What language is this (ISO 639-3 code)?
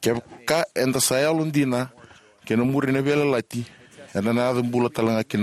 fij